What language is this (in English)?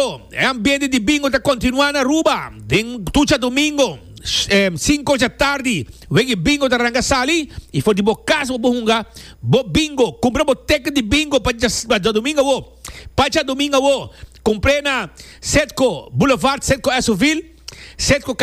Papiamento